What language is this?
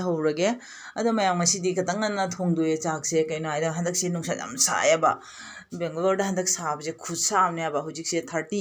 Manipuri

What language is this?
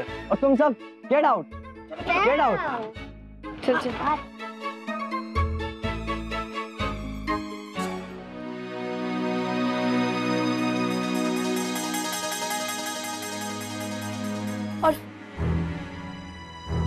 Hindi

